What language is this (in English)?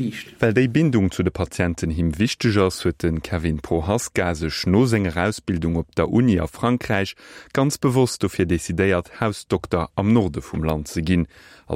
Luxembourgish